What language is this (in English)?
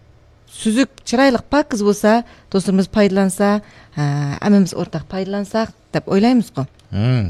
Uyghur